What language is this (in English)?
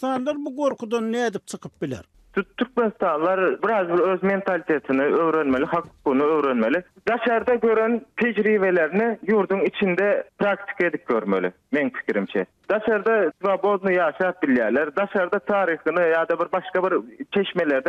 Turkmen